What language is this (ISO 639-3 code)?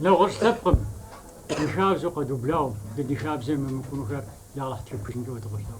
kbd